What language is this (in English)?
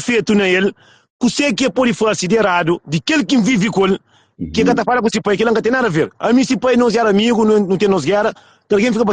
Kabuverdianu